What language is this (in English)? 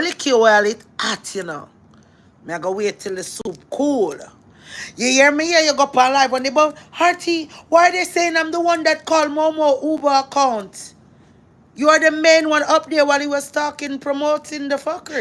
Jamaican Creole English